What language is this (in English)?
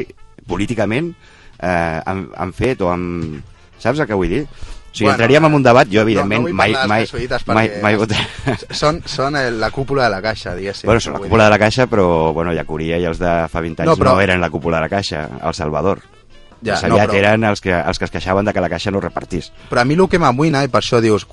Catalan